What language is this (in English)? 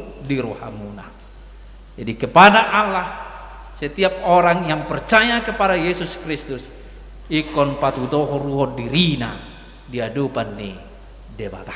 Batak Toba